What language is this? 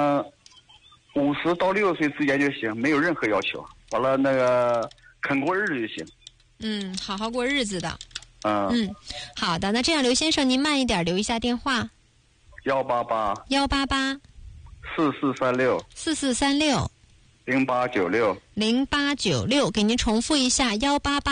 Chinese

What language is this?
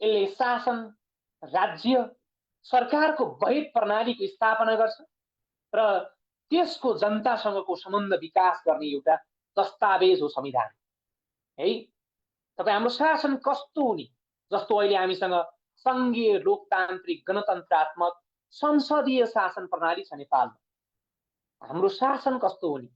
Nepali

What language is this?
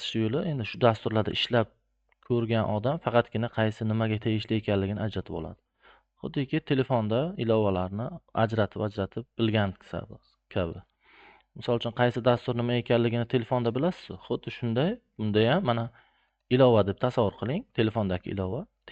Uzbek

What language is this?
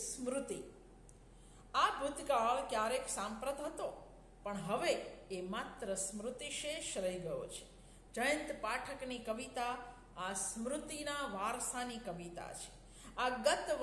Gujarati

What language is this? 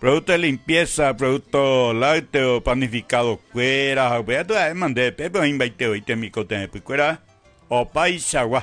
Guarani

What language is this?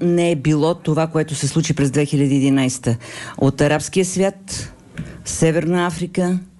Bulgarian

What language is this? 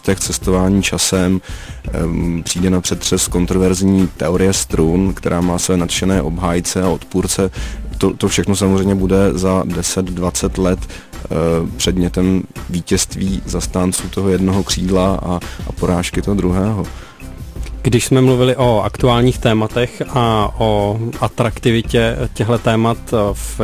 Czech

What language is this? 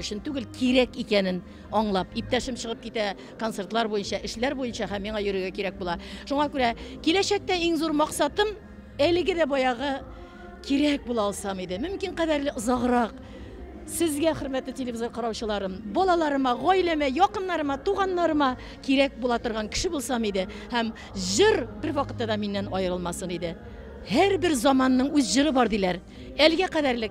Tatar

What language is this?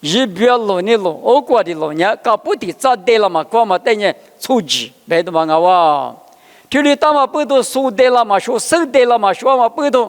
Lisu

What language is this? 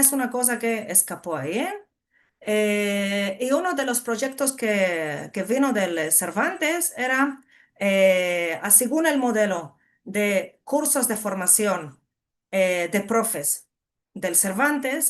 Ladino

